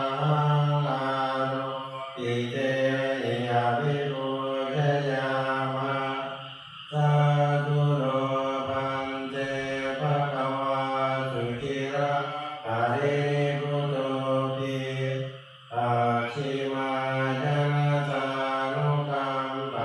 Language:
Pali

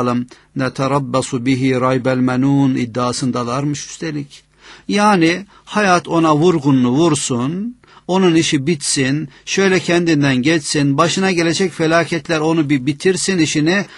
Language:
Turkish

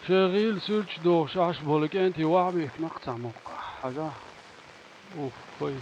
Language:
Chechen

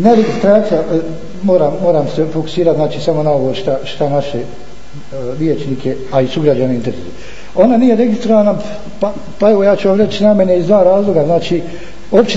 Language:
Bosnian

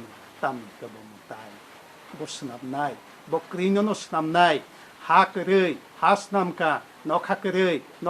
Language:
Kok Borok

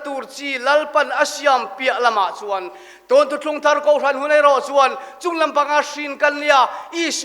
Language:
Mizo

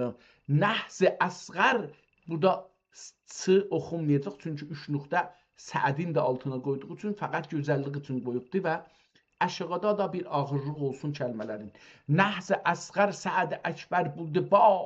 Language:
South Azerbaijani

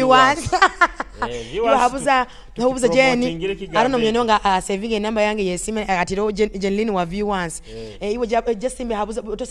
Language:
Nyoro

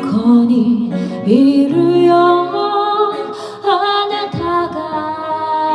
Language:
Japanese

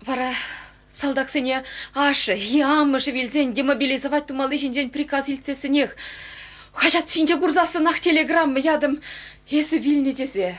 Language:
Chuvash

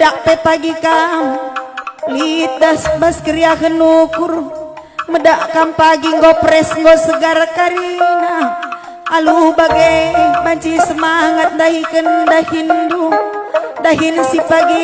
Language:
Batak Karo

